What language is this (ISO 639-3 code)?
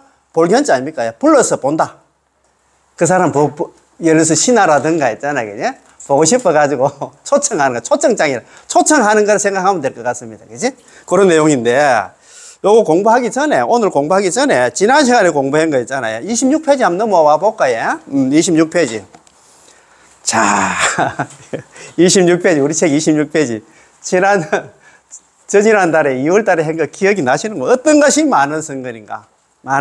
kor